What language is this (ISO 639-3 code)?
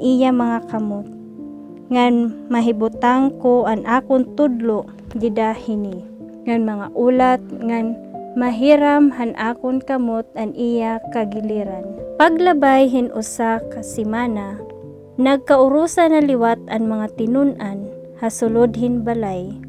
war